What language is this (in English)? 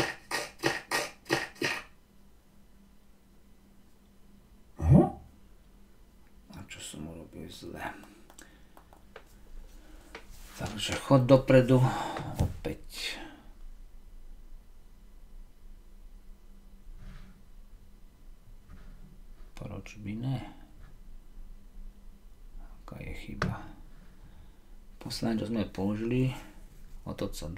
Slovak